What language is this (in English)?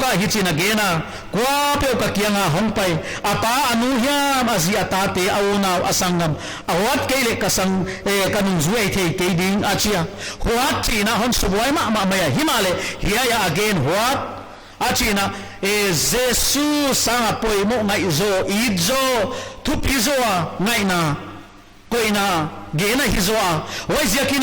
Paite Chin